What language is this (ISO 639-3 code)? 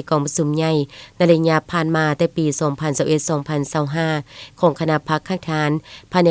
lao